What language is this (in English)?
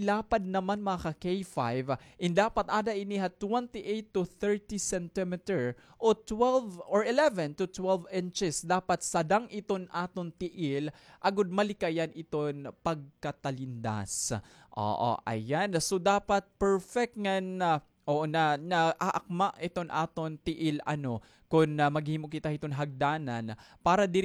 Waray